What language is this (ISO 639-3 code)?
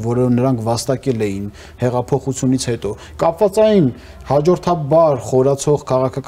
hye